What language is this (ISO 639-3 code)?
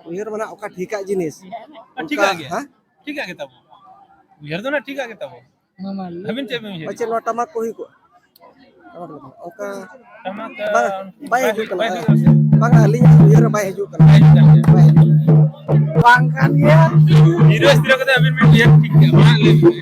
sat